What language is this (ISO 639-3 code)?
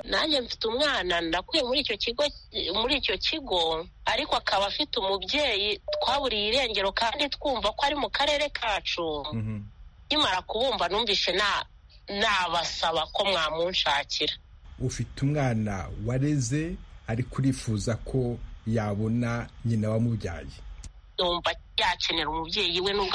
kin